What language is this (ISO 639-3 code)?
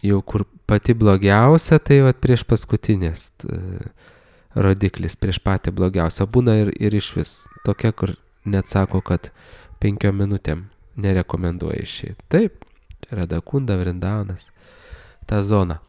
lit